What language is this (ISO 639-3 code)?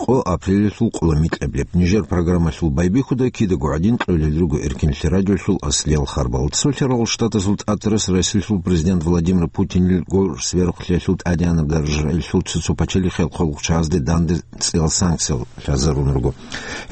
ava